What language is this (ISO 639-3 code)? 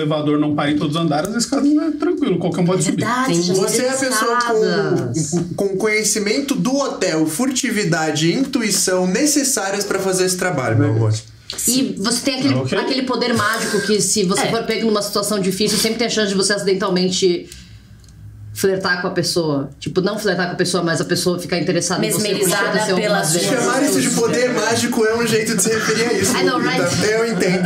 por